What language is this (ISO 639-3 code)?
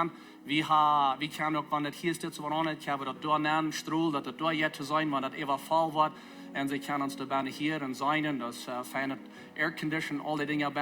pdt